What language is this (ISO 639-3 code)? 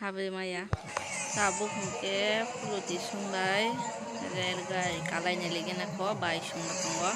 trp